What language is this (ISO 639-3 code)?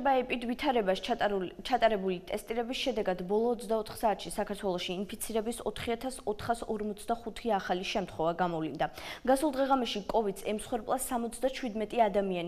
kat